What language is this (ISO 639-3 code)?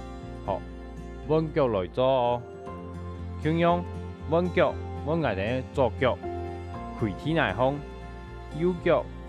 hak